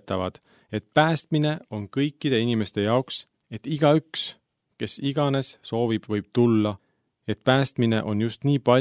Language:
Estonian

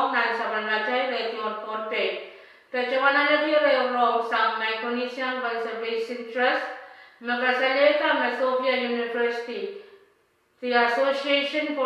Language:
Pohnpeian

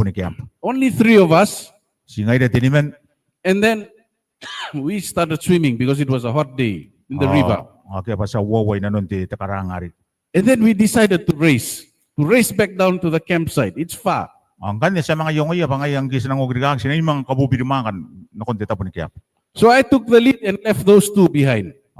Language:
Gilbertese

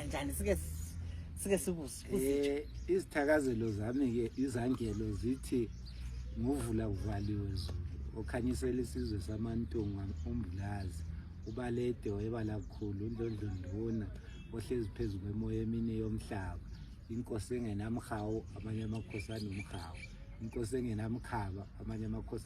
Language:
North Ndebele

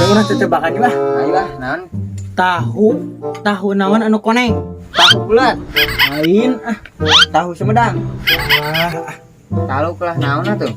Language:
Sundanese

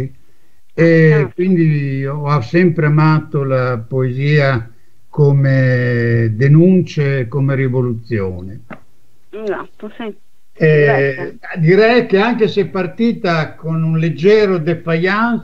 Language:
Italian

